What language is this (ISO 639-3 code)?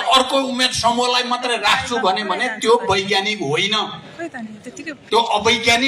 nep